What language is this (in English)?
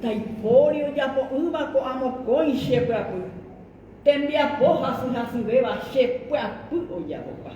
Guarani